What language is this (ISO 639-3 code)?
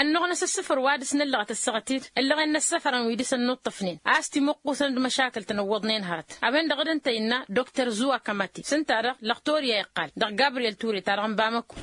taq